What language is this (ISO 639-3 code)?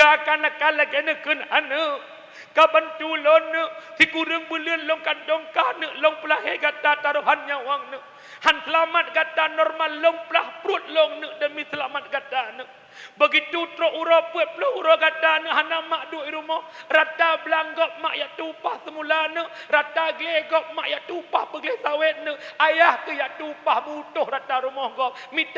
ace